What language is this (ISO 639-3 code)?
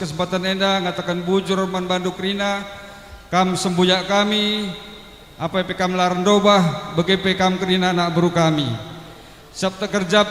btx